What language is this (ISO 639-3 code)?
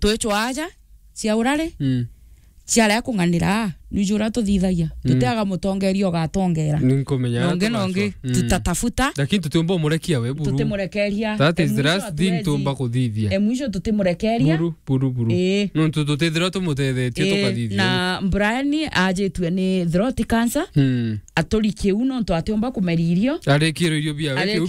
mer